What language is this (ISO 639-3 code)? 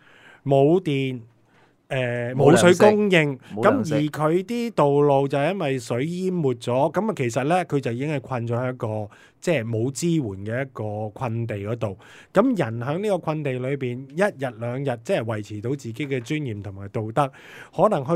yue